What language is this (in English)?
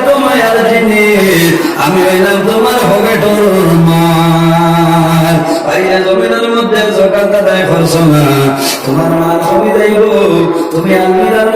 Sylheti